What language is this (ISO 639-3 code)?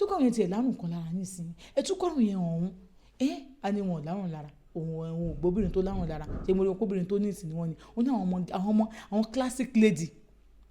yor